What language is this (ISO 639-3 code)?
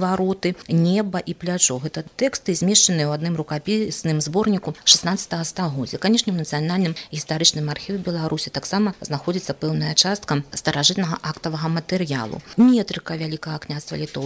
bel